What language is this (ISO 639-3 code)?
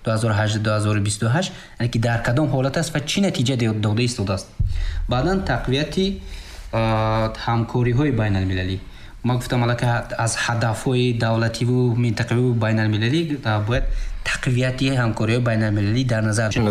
fas